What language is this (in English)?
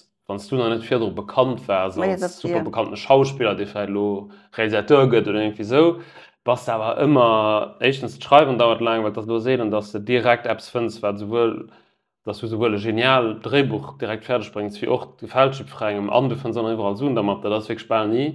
Luxembourgish